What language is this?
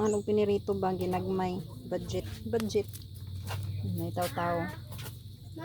Cebuano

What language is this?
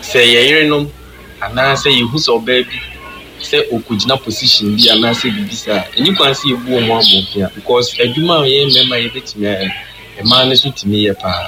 Akan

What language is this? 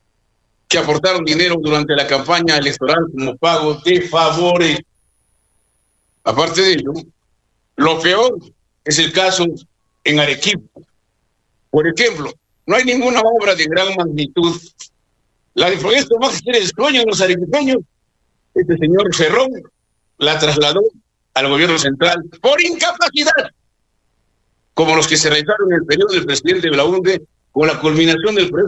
Spanish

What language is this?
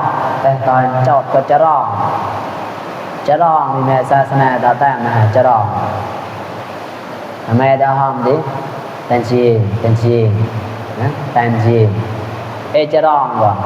Mon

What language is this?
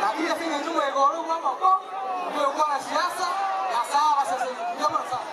Gusii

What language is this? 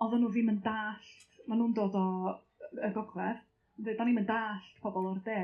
Welsh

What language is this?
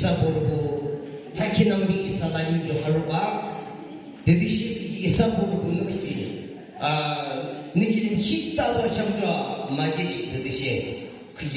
Yimchungru Naga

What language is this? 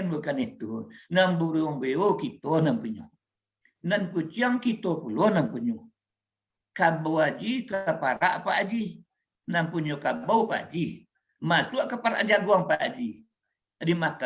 Minangkabau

